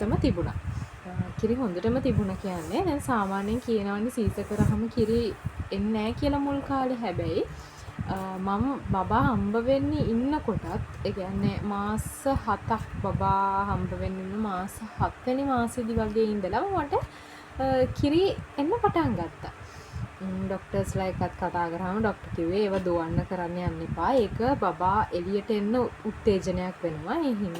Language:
Sinhala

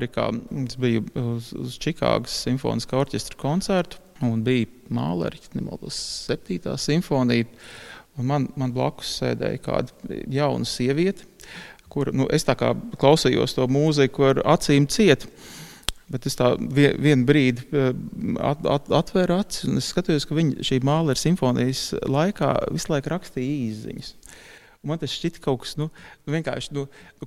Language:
Latvian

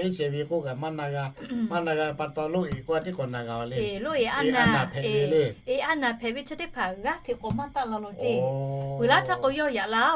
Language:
Lahu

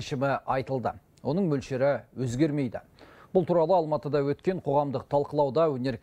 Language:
Kazakh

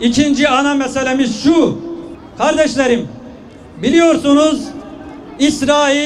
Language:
Turkish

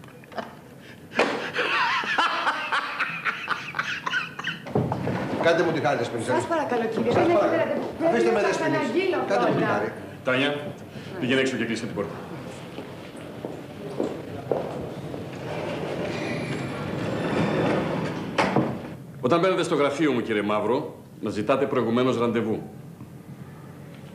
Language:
Greek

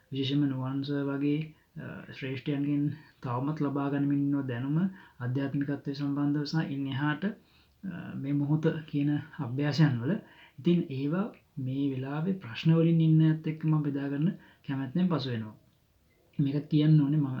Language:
Sinhala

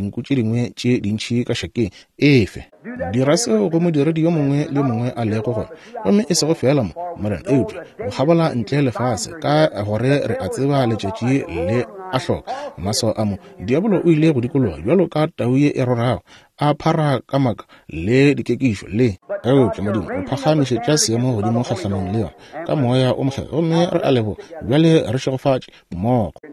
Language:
Northern Sotho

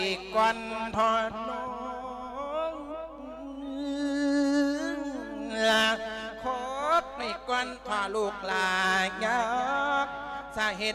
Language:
Thai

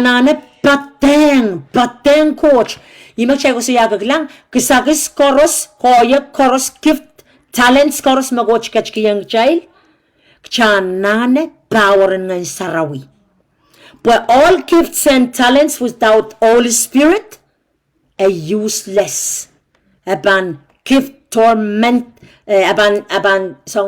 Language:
Pohnpeian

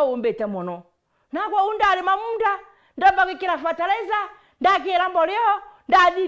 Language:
Meru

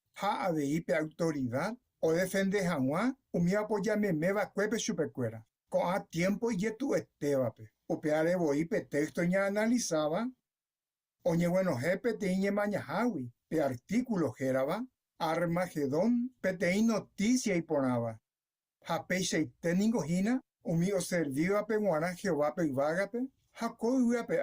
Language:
Guarani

